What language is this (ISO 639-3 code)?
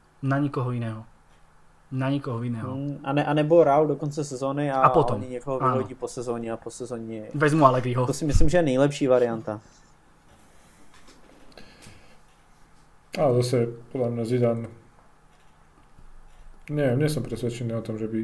slk